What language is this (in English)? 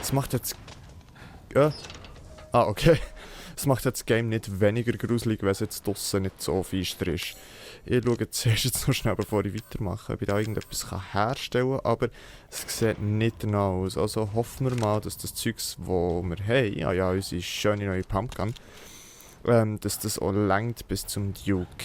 Swiss German